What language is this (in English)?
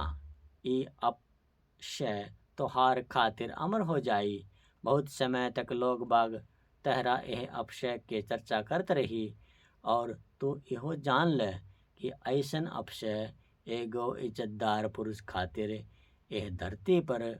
Bhojpuri